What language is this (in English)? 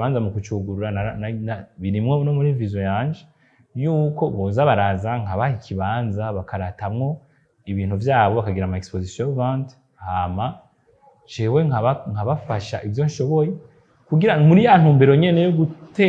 Rundi